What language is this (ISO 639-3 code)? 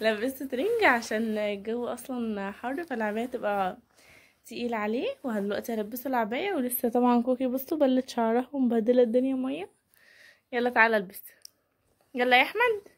arz